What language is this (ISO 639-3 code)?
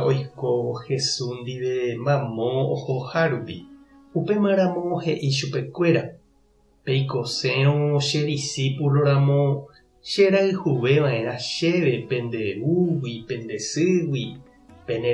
grn